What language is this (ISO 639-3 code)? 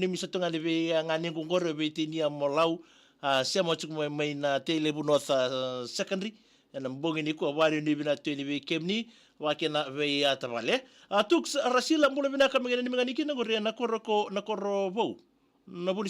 fij